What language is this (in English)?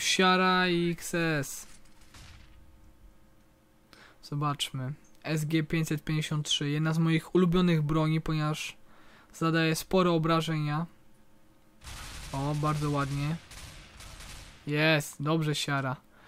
Polish